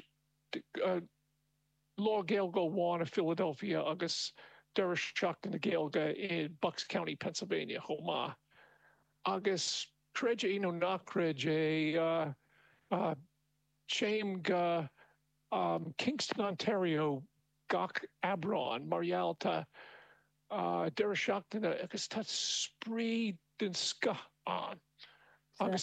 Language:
Irish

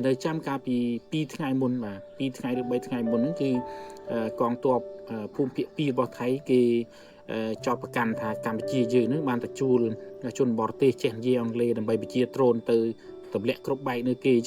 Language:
Khmer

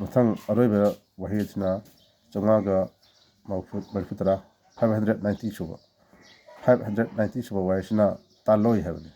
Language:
Manipuri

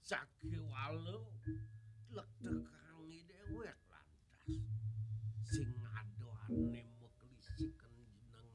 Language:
Balinese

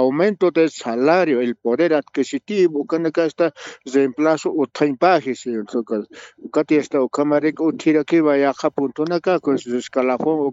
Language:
Aymara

